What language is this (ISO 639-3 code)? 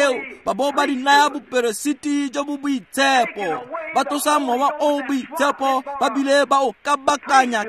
tsn